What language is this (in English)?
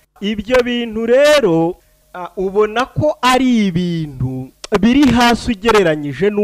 Kinyarwanda